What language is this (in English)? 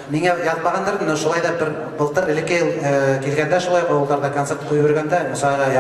Bashkir